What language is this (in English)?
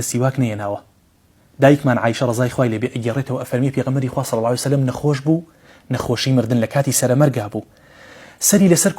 Central Kurdish